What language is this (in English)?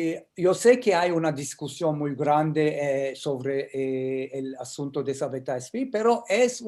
Ladino